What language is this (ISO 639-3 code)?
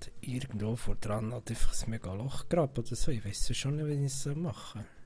gsw